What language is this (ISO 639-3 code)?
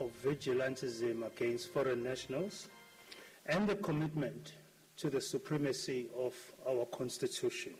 sot